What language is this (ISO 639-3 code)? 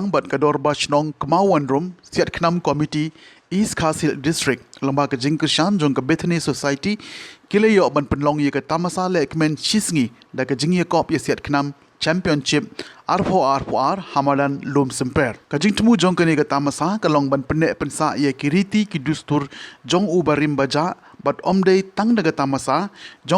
kha